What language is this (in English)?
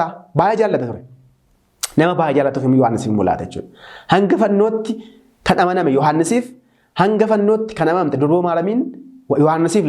Oromo